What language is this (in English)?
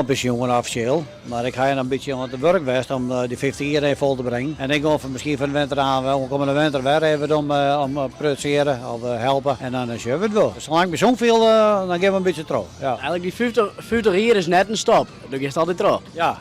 Western Frisian